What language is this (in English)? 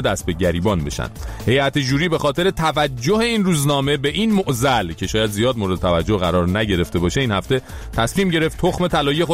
Persian